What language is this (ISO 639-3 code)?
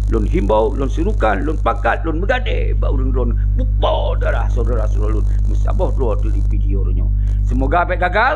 ace